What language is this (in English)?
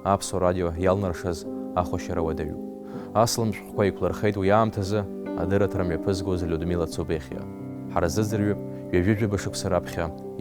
Abkhazian